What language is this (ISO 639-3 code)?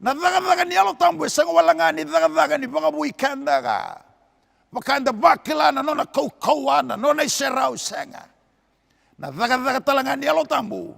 fij